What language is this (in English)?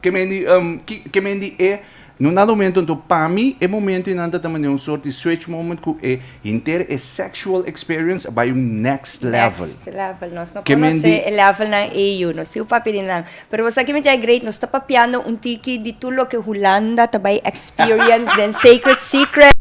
Papiamento